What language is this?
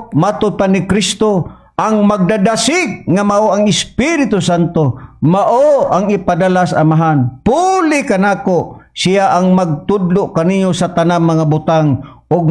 Cebuano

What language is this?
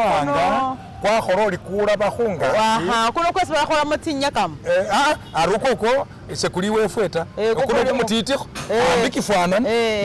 Masaaba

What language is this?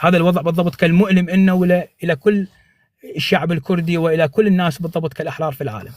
North Levantine Arabic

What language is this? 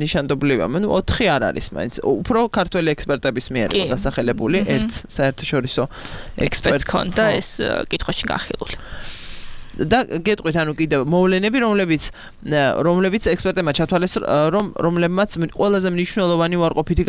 Georgian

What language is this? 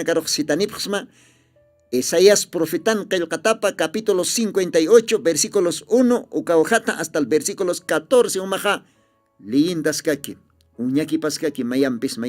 Aymara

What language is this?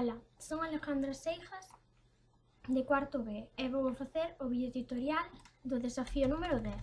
Galician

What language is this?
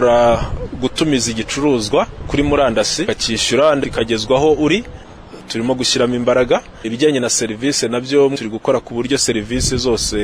Kinyarwanda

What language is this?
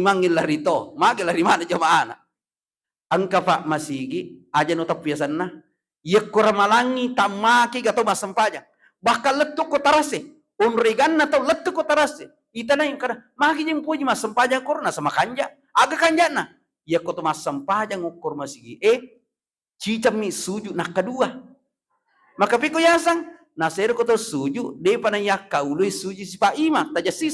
Buginese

